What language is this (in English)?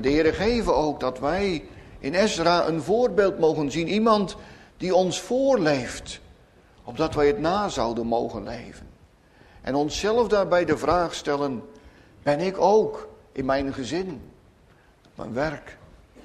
Dutch